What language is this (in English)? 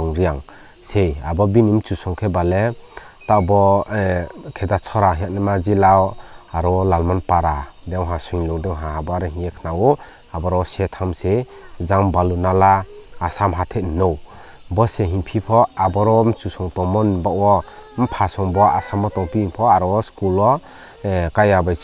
Riang (India)